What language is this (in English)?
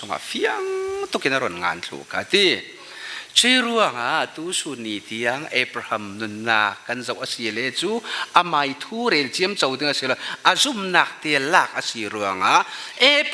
Falam Chin